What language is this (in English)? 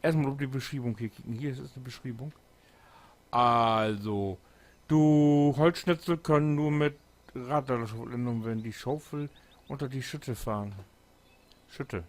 Low German